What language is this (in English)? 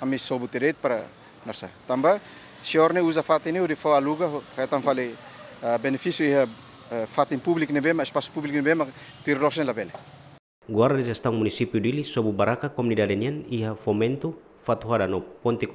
Tetum